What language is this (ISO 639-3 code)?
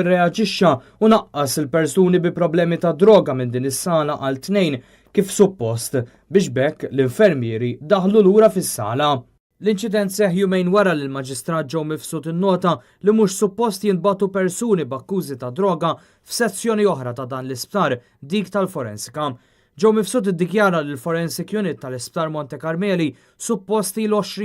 mlt